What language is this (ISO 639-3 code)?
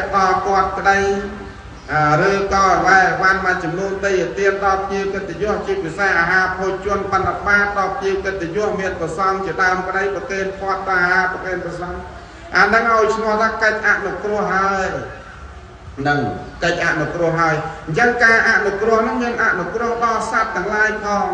khm